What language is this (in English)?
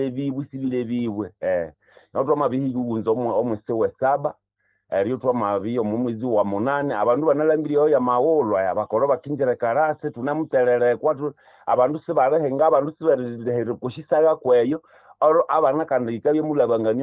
Nande